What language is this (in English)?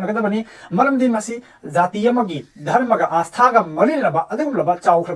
Manipuri